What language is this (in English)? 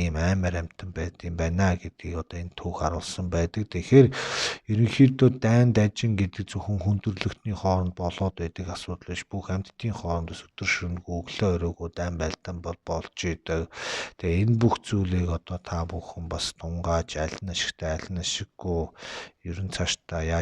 Mongolian